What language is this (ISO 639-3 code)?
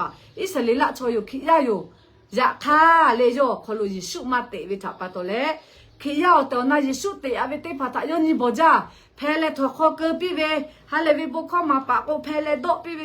lhu